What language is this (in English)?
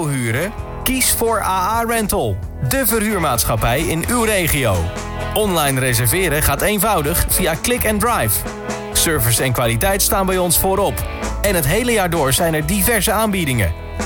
Dutch